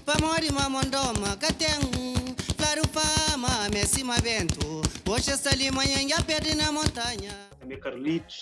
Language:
Kabuverdianu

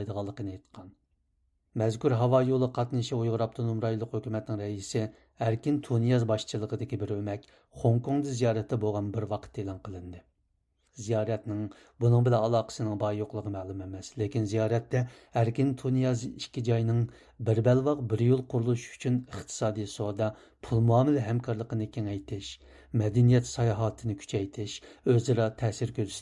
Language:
Uyghur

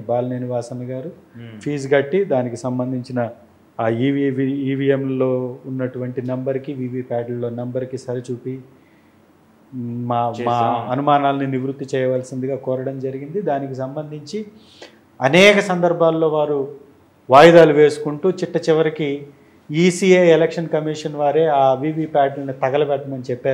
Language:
Telugu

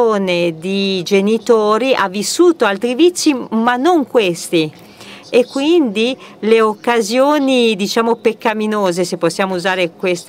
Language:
Italian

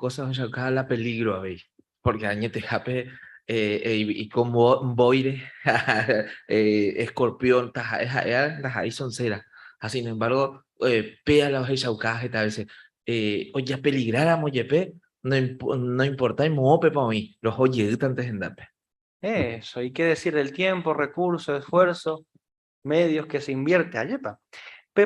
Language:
Guarani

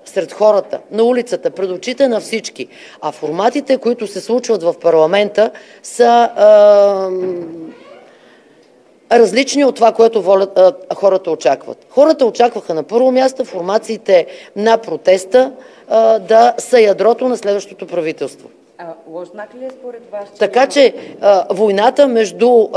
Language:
Bulgarian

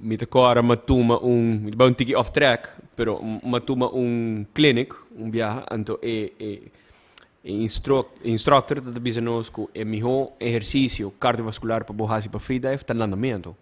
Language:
Papiamento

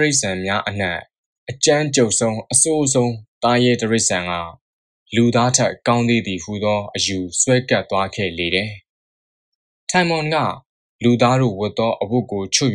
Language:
Burmese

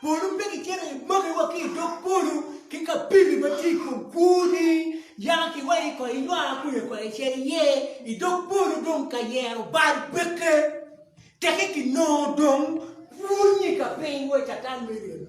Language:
Acoli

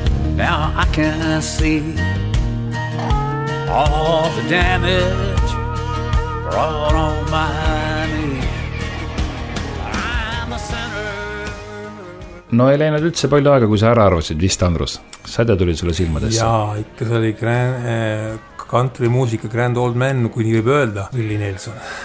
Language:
Estonian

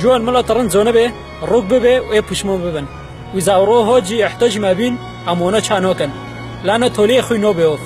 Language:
Kurdish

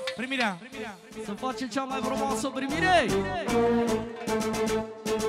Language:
Romanian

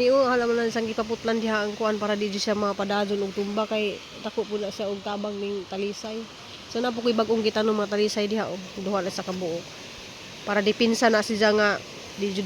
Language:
Cebuano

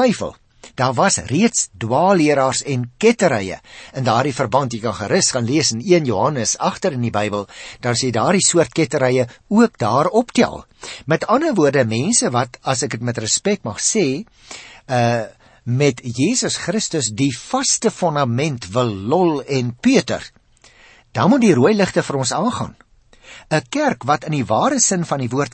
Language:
Afrikaans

